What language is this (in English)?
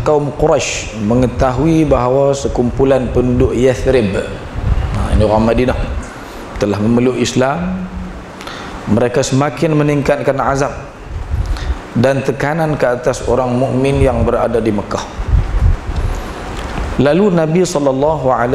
Malay